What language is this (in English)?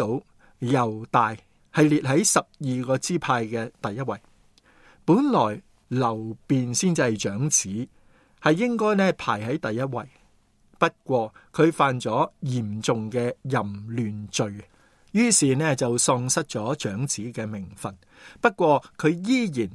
Cantonese